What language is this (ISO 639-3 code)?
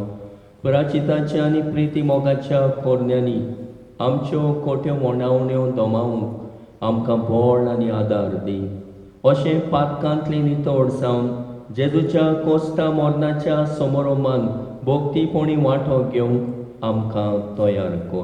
kok